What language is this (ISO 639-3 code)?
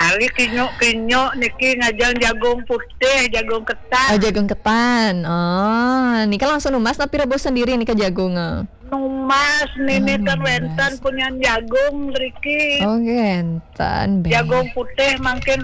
ban